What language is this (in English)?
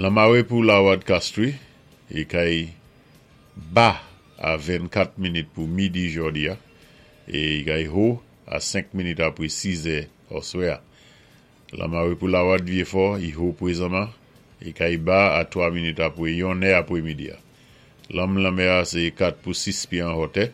Saint Lucian Creole French